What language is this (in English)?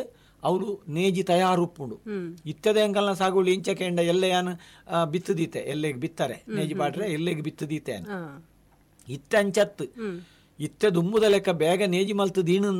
Tulu